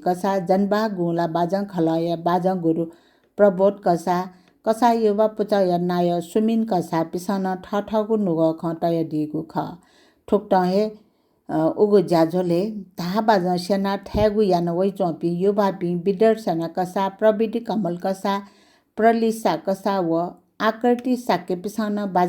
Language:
Newari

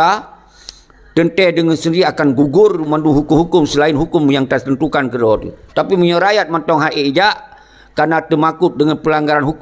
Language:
Achinese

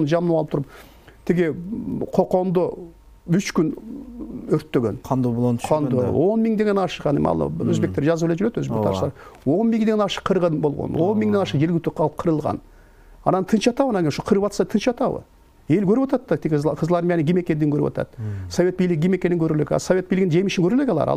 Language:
Kyrgyz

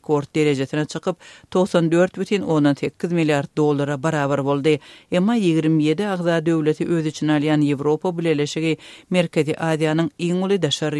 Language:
Turkmen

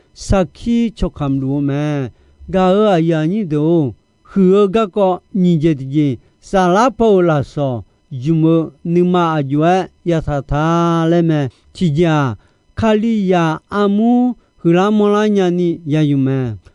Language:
Akha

